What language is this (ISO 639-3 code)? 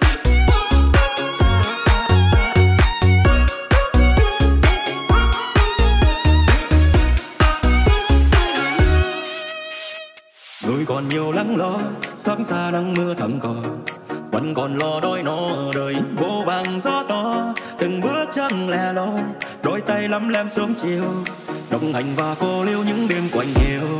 vie